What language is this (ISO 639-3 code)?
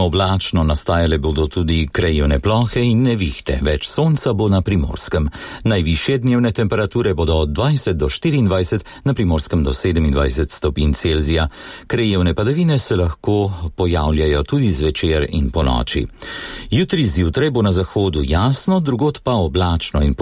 slv